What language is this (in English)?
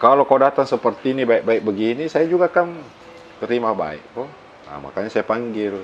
Makassar Malay